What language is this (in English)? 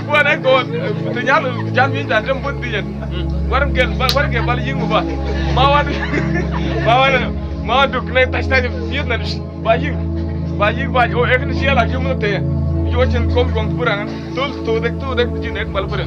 Mabaan